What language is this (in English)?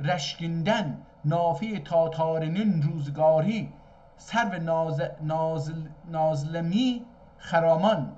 South Azerbaijani